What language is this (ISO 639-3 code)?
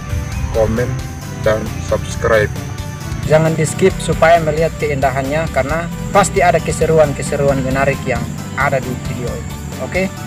ind